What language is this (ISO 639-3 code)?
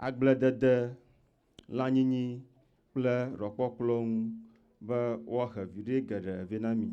ewe